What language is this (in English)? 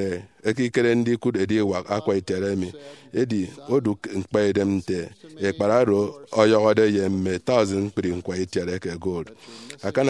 Efik